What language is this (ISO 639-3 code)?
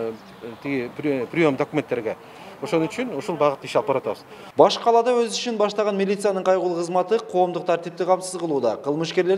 kir